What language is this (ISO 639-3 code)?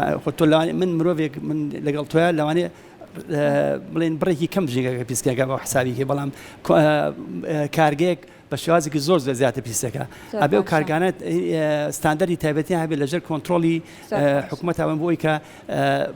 ckb